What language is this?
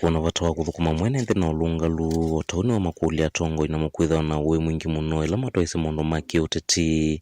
Kamba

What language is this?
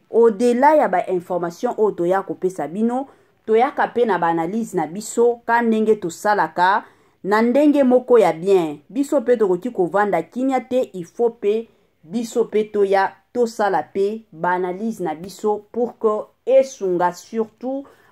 Lingala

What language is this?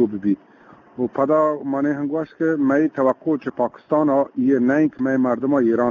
Eastern Balochi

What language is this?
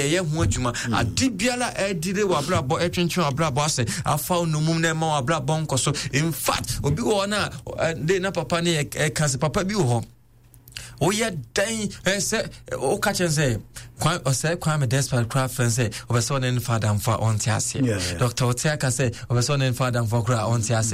Akan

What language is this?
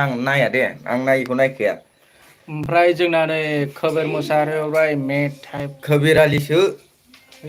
Bodo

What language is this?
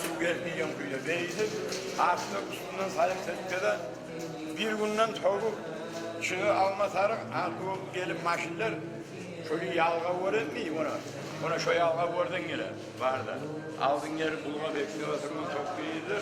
Kumyk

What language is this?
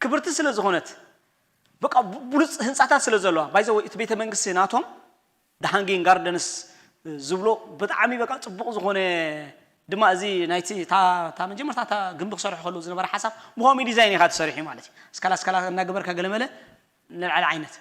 Tigrinya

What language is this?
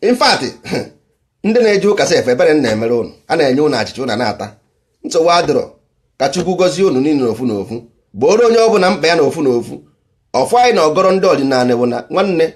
Igbo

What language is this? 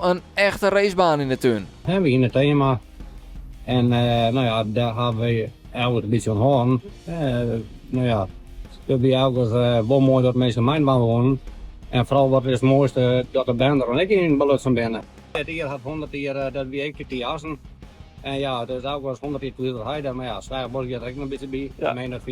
Western Frisian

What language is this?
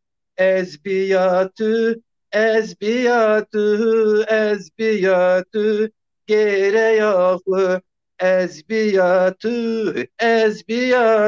Zaza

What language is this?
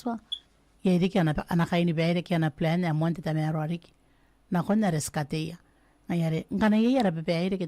Gilbertese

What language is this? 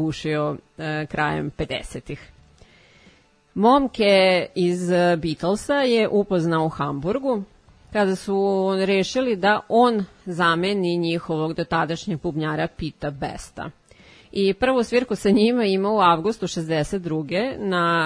Serbian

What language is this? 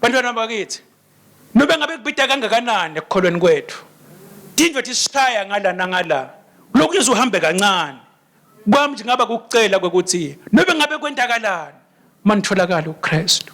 Swati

